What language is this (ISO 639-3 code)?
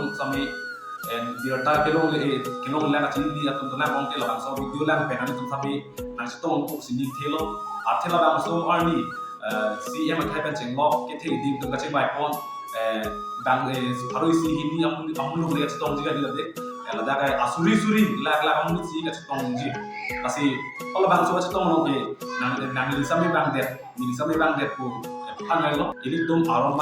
mjw